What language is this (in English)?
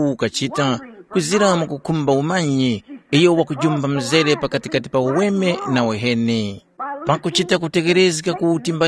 Tumbuka